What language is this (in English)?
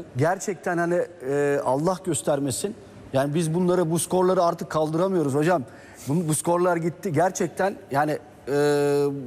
Turkish